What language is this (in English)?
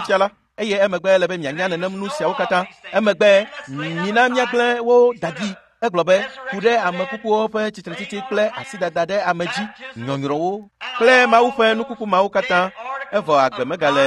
Ewe